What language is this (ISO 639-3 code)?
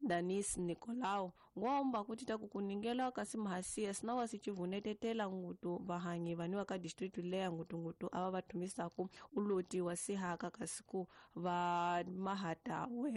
tso